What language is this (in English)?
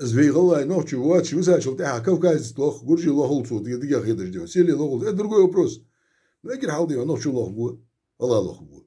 Ingush